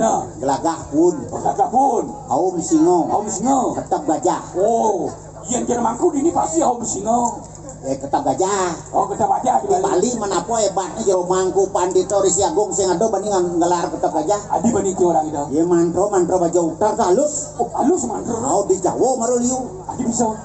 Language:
Balinese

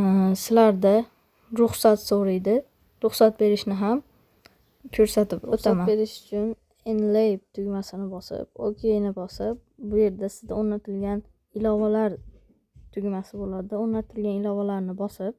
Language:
Uzbek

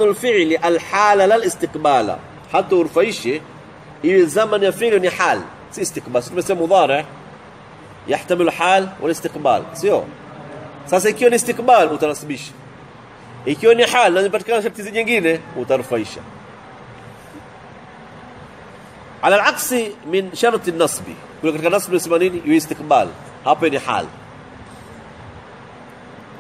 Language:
Swahili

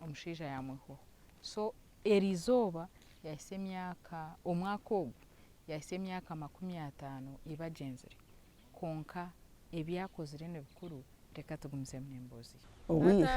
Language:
Nyankole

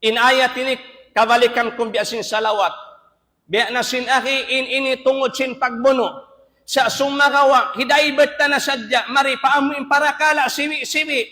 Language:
Tausug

